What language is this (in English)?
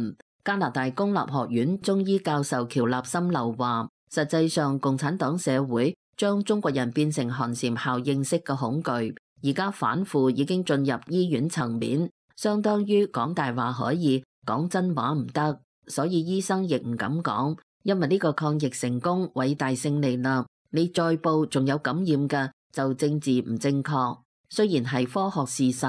Cantonese